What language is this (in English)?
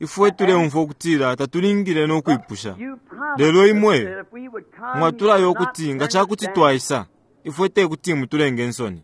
Bemba